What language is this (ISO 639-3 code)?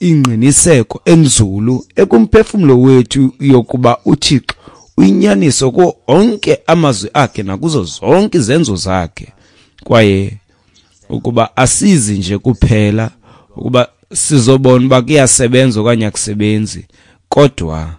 xho